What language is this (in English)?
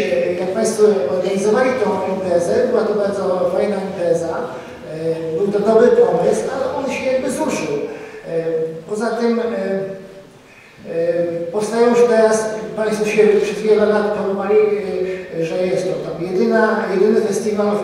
Polish